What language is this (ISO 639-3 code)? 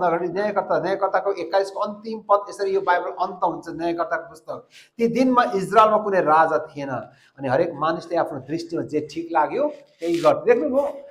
nep